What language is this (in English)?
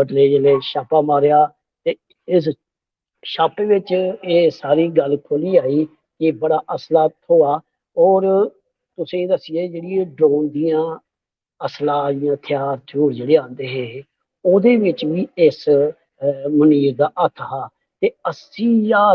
Dogri